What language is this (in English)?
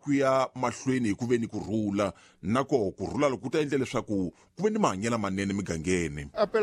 Tsonga